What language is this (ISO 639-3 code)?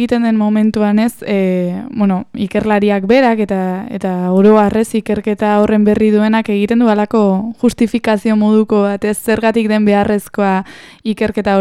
eus